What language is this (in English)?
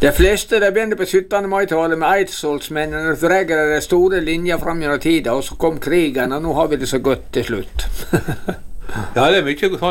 Norwegian